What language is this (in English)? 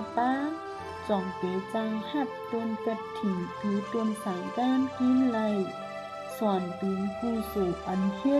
Shan